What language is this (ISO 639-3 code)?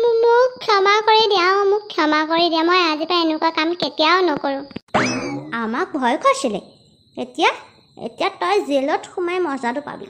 asm